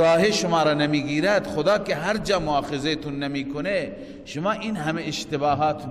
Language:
Persian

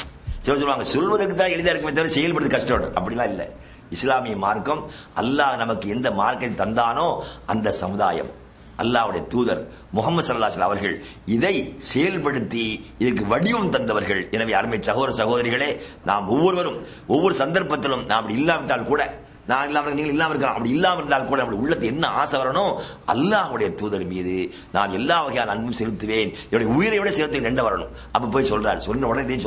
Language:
Tamil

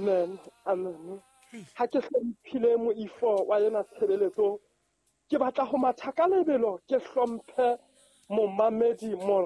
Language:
Southern Sotho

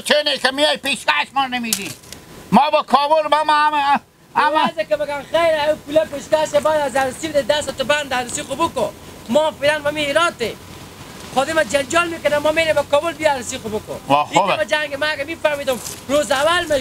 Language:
Hazaragi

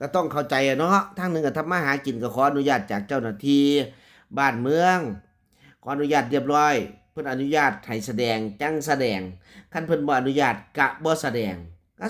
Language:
Lao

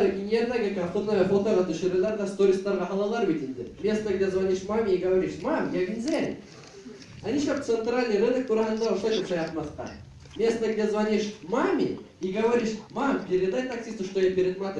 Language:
Bashkir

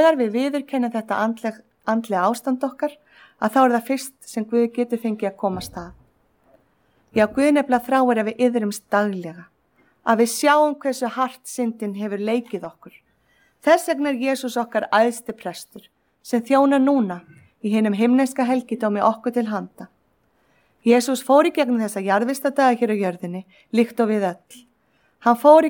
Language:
Icelandic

